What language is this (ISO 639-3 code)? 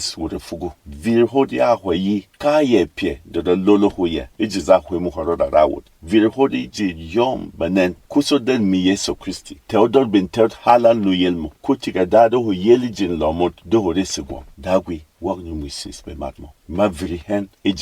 bom